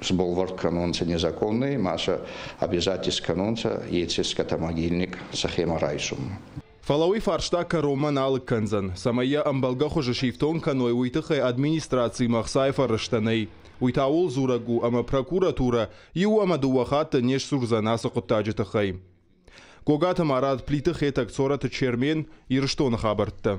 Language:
Ossetic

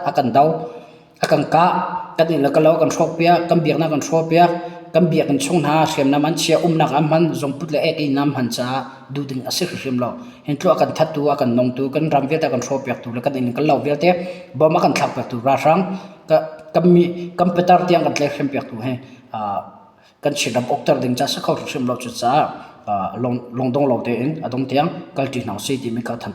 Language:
Hakha Chin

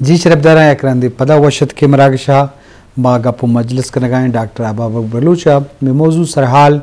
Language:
Eastern Balochi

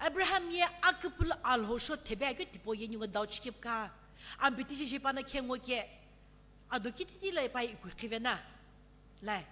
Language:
Sumi Naga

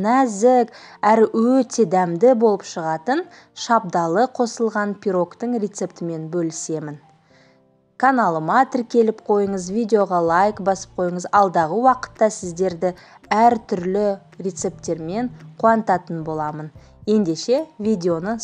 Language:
Kazakh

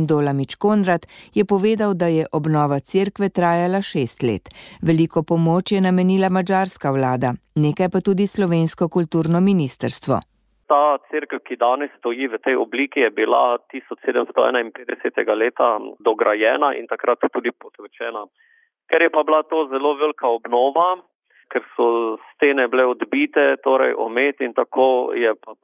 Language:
Slovenian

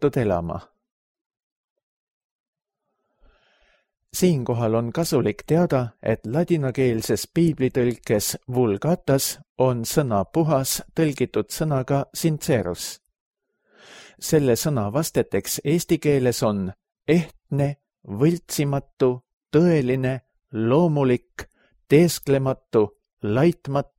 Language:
Estonian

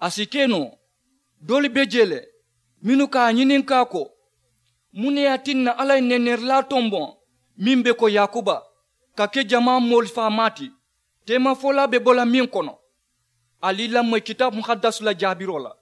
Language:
Mandingo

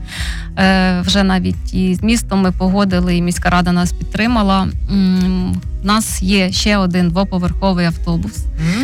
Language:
Ukrainian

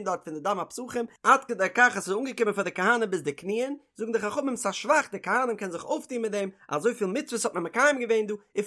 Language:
Yiddish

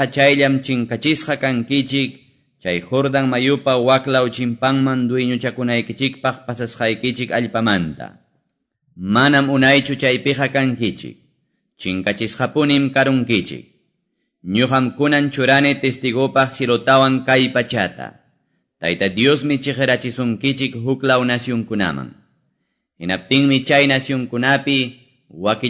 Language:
Quechua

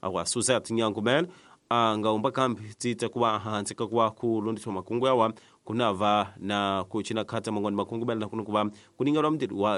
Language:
Tsonga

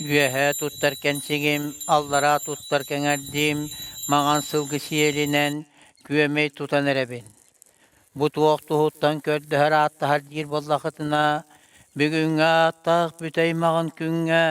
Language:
Yakut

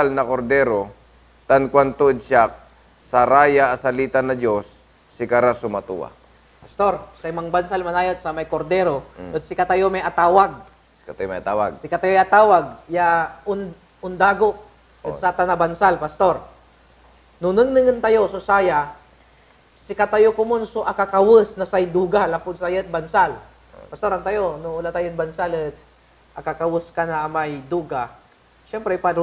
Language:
Pangasinan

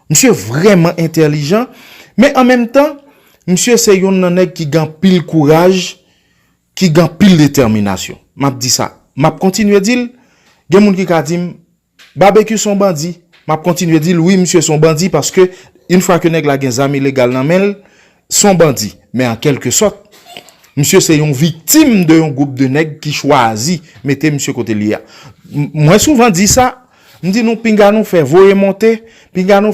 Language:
Haitian Creole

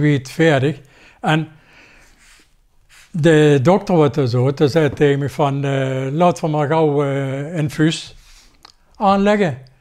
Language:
Dutch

